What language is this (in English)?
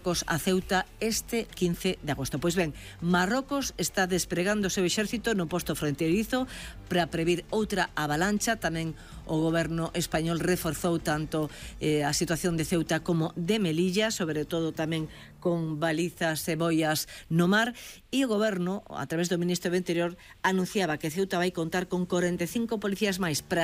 Galician